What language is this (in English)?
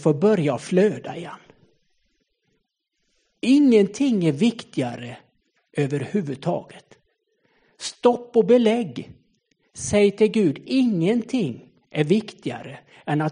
Swedish